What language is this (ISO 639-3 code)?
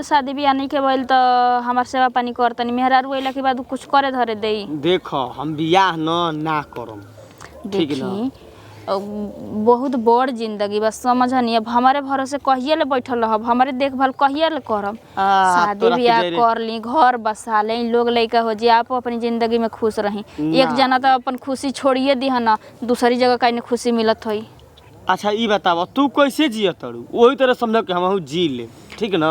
bho